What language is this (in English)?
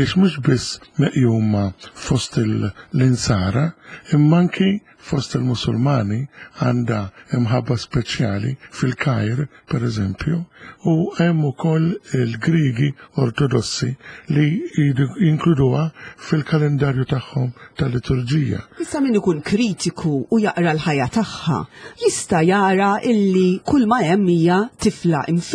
Maltese